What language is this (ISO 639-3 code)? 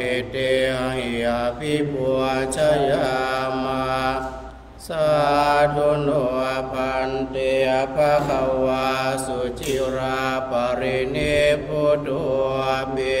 pli